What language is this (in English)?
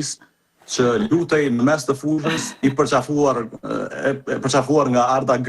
Albanian